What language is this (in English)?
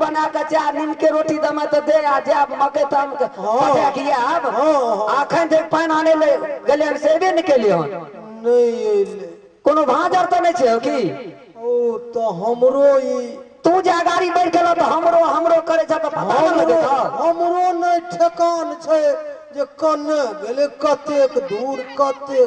Maithili